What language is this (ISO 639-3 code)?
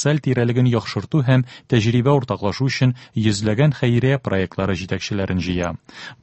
tat